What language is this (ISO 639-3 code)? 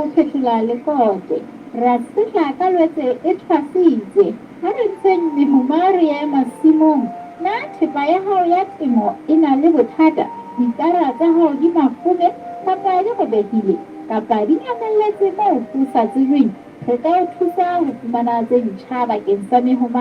sot